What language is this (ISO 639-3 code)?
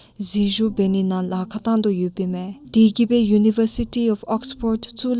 dzo